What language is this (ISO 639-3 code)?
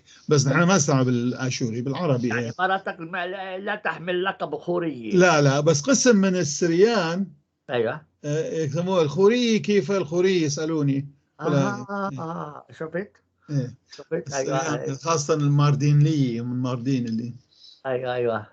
apc